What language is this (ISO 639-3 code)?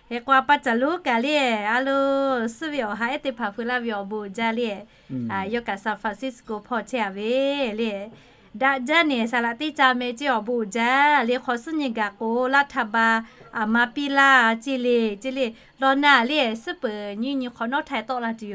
lhu